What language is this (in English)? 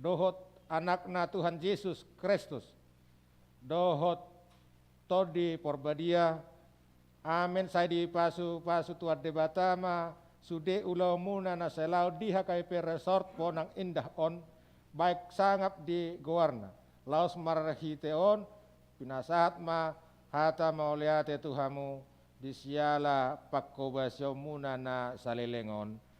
Batak Toba